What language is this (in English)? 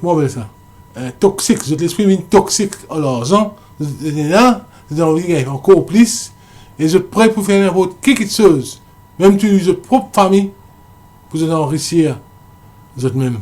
Morisyen